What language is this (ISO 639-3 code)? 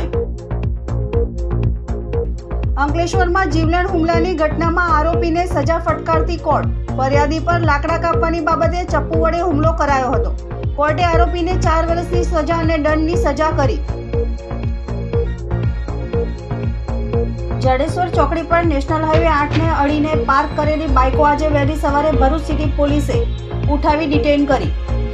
guj